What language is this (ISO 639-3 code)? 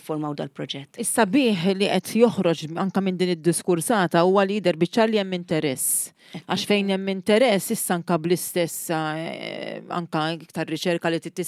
mlt